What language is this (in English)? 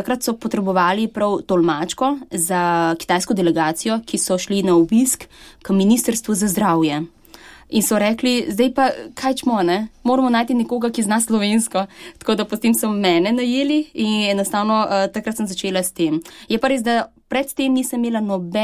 Slovenian